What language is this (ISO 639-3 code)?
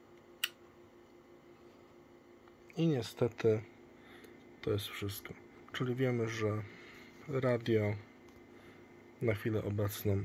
pol